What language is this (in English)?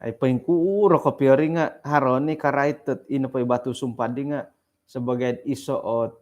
Central Dusun